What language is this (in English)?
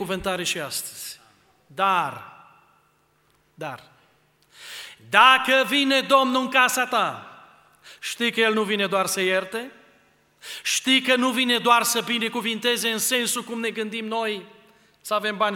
Romanian